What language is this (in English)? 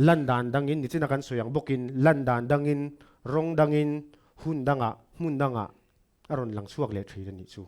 Mizo